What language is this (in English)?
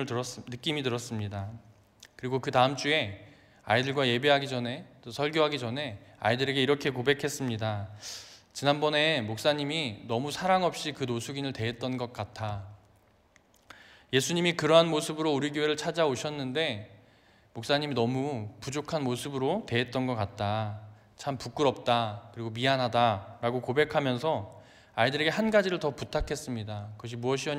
Korean